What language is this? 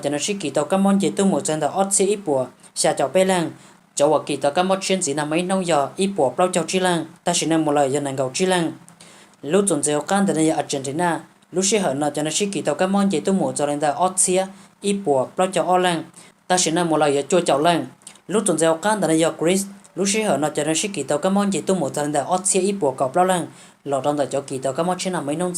Hmong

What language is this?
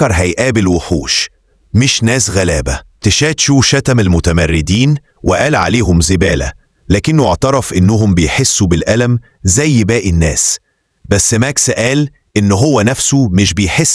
Egyptian Arabic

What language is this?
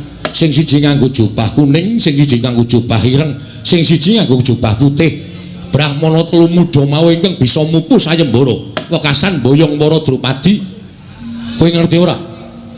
Javanese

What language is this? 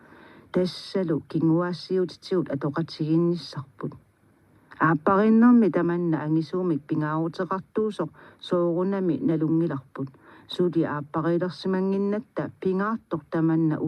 Kalaallisut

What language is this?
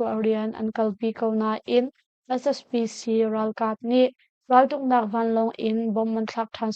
Hakha Chin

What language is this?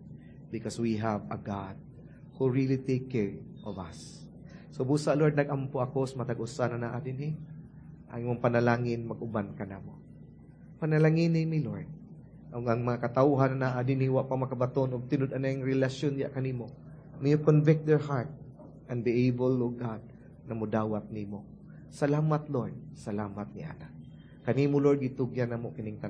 Cebuano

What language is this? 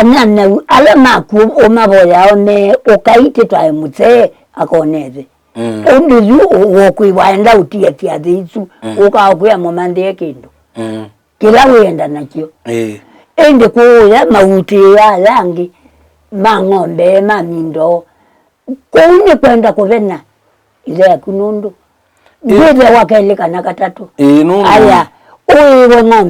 Kamba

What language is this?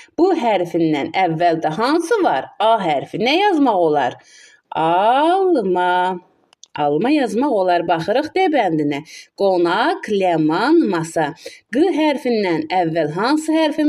Azerbaijani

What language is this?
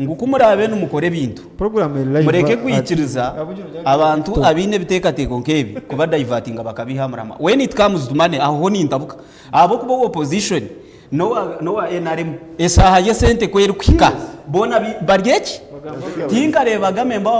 Nyankole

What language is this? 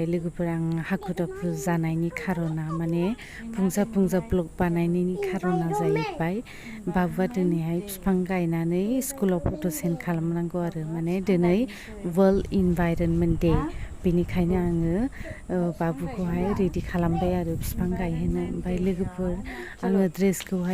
Bodo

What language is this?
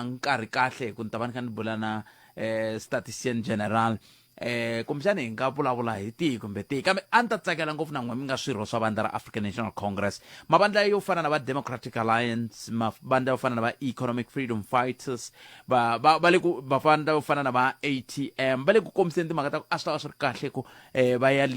Tsonga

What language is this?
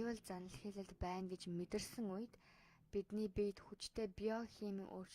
Mongolian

